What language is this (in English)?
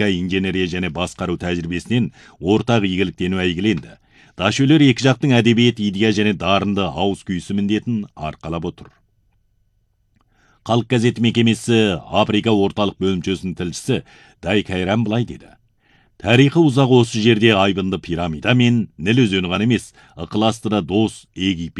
Kazakh